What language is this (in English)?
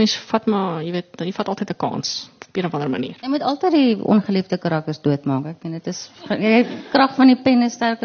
Afrikaans